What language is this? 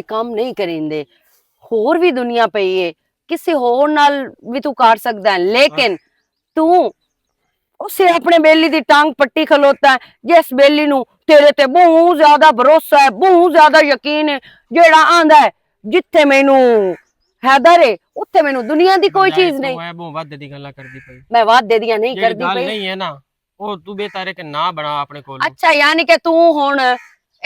Western Panjabi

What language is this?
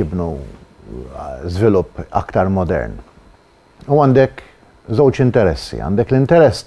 Maltese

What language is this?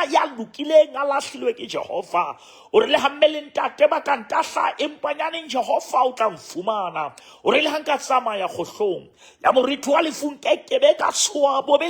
Southern Sotho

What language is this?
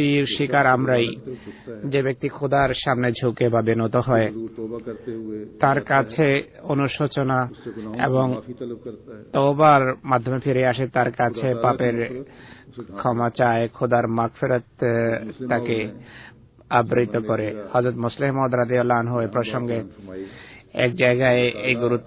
Bangla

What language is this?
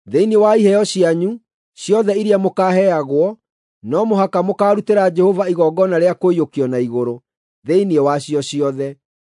Kikuyu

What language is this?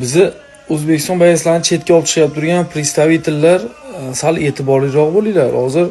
Uzbek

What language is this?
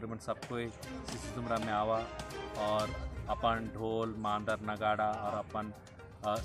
Sadri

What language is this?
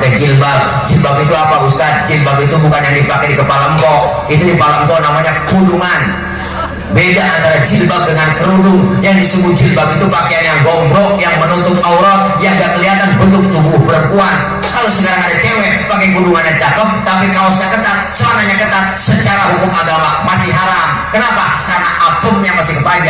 Betawi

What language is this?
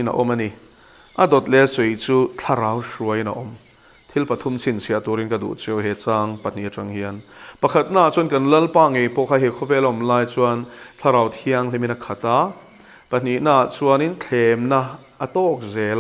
Mizo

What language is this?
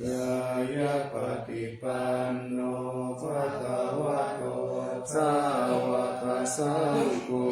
Pali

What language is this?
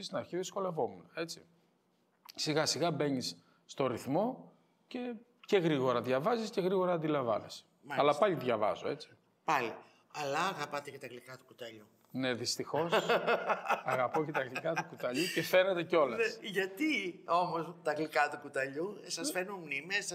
Greek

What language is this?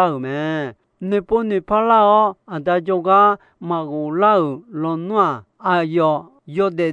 Akha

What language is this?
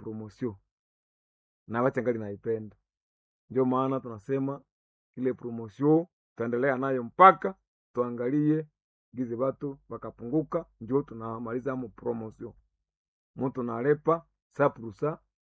Swahili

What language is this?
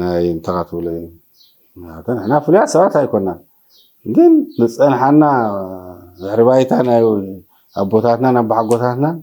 Tigrinya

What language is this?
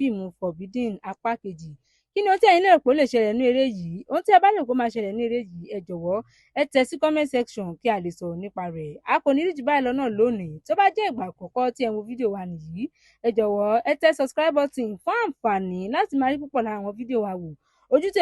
Yoruba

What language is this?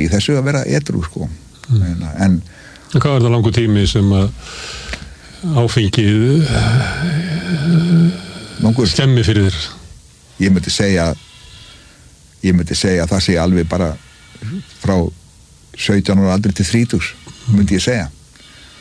Icelandic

